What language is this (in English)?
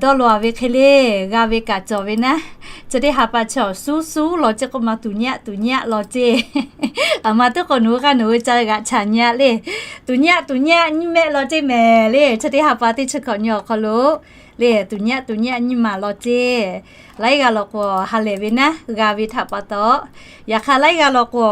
Lahu